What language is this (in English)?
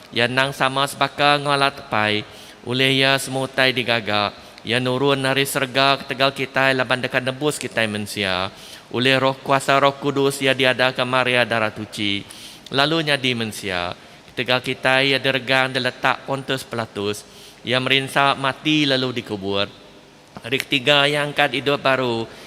Iban